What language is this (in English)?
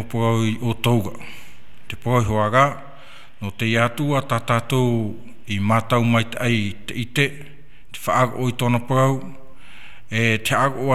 Tahitian